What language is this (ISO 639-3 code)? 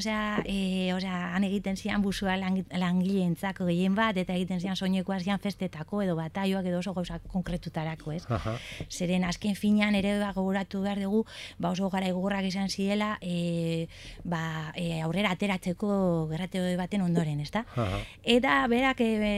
eus